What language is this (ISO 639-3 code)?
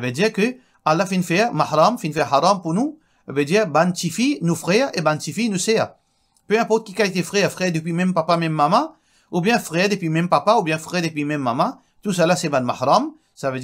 mfe